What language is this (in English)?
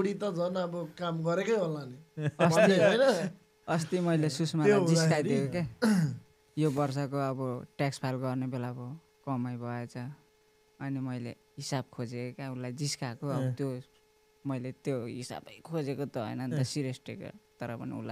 Nepali